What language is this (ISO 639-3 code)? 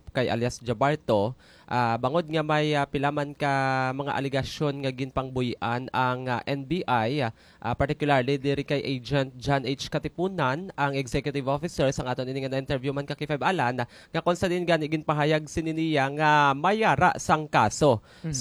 hil